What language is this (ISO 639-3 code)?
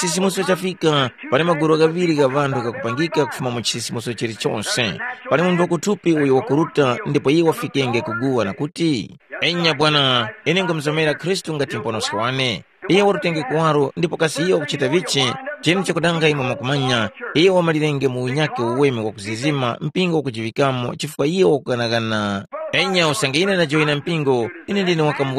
tum